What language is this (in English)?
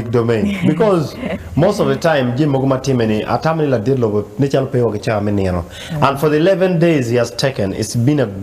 Acoli